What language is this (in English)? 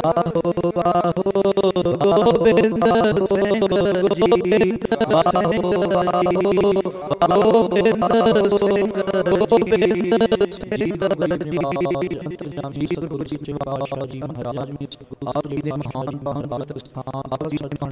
Punjabi